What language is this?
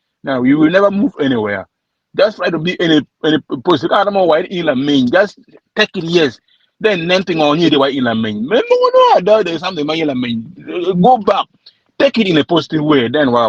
Acoli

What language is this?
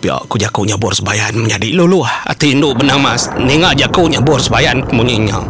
Iban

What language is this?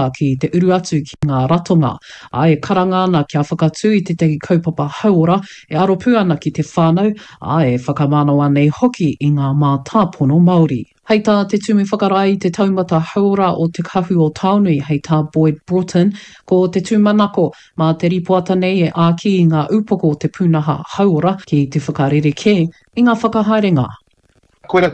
Māori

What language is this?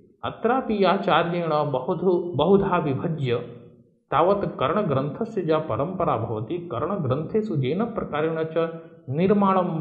Sanskrit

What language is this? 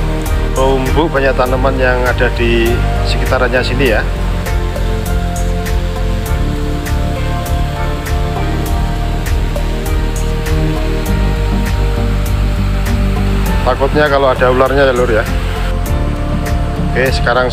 Indonesian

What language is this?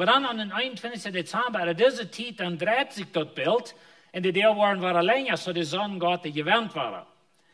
Plautdietsch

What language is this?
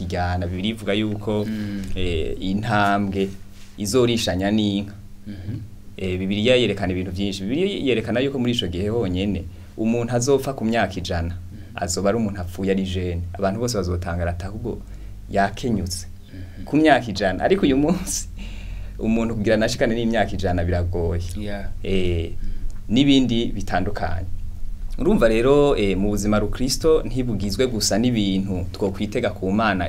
Rundi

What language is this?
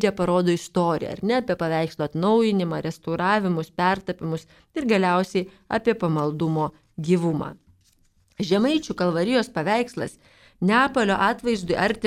Lithuanian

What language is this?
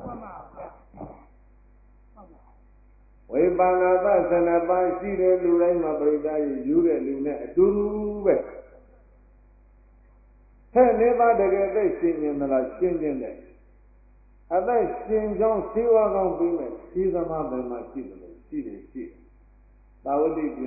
Burmese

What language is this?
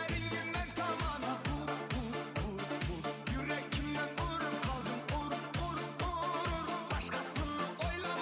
Kara-Kalpak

